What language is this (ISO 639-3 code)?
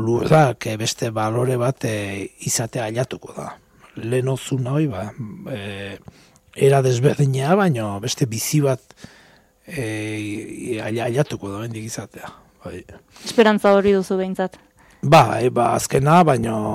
eus